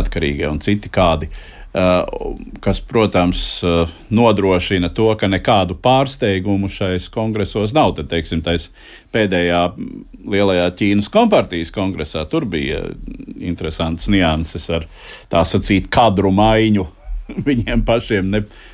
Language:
Latvian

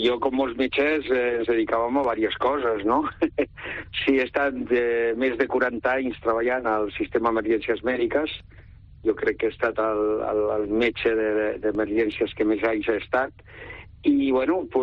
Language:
Catalan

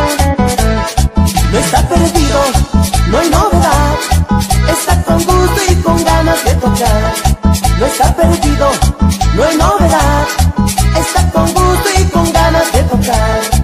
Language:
Spanish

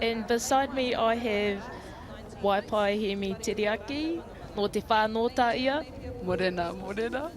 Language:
Māori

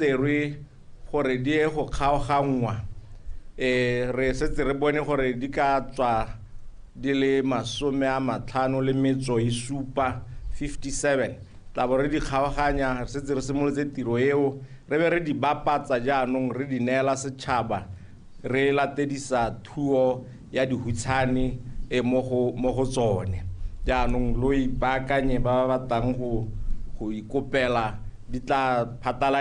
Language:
Tswana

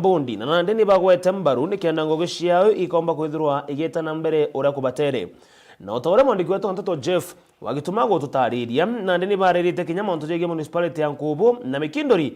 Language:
Meru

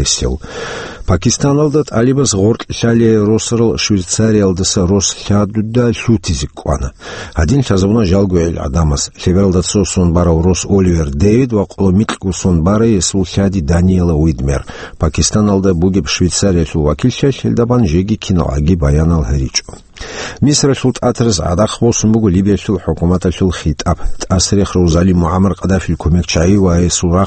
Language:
Avaric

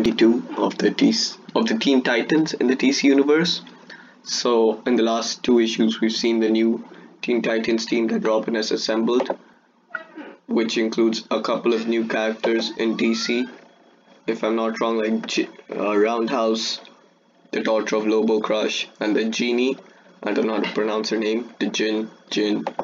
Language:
English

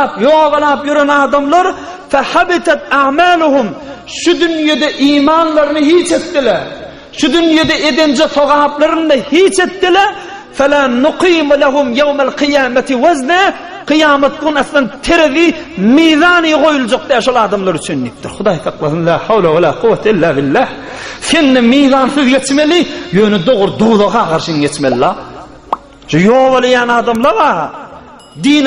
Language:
Turkmen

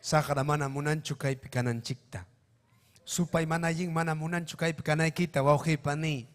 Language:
Ayacucho Quechua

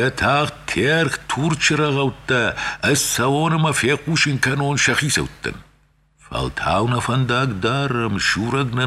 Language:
Ossetic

